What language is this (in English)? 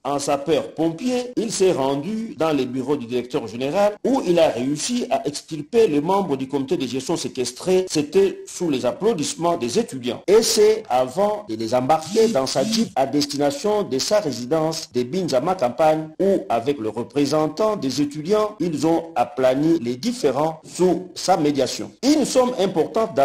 French